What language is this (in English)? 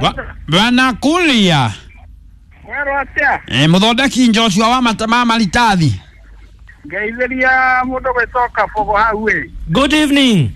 Kikuyu